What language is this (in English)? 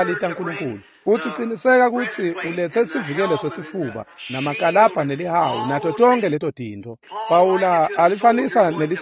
Swati